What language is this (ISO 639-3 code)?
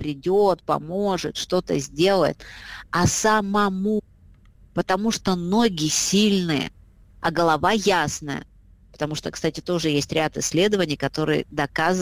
rus